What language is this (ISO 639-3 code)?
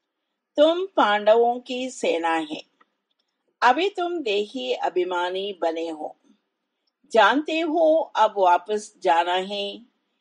hin